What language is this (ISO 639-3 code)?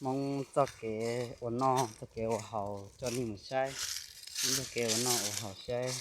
hmn